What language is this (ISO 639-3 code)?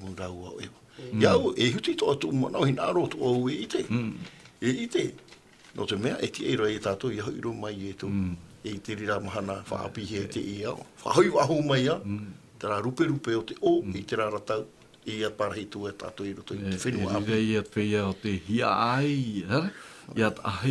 tah